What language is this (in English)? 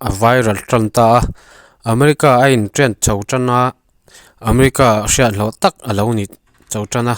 Mizo